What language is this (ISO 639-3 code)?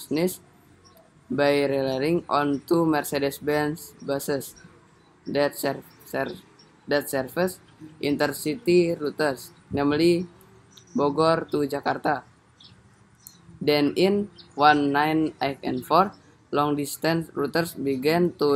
eng